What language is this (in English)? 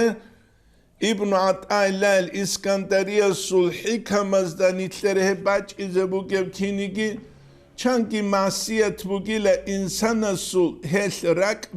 Avaric